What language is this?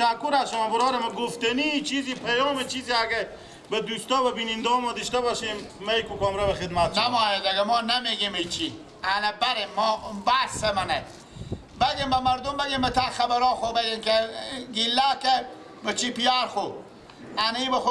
Persian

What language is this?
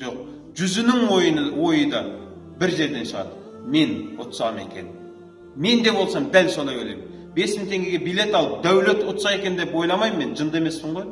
Kazakh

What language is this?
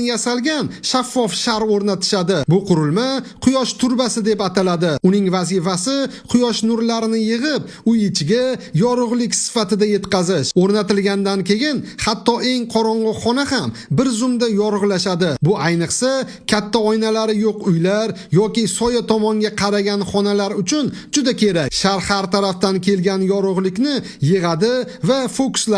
Uzbek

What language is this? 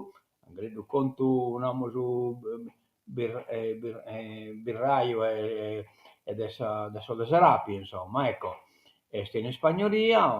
Sardinian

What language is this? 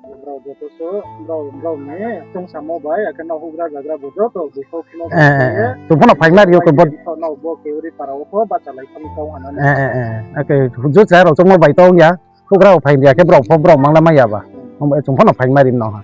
Riang (India)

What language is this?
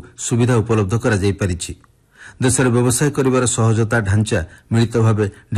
Odia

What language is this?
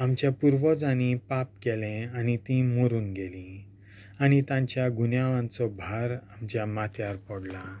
Konkani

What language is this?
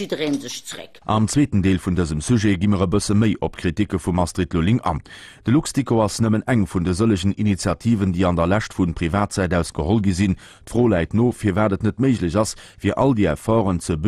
Luxembourgish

